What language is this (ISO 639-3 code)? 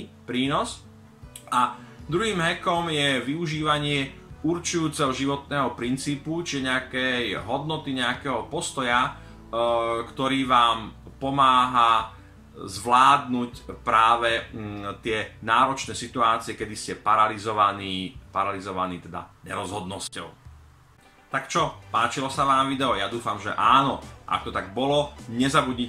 slk